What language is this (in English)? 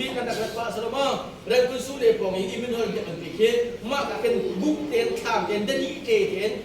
Hakha Chin